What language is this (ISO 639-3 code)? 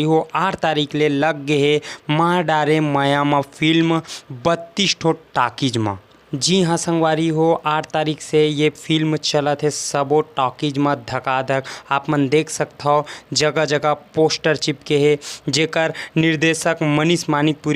hne